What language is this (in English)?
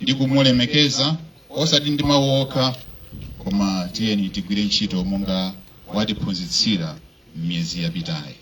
Nyanja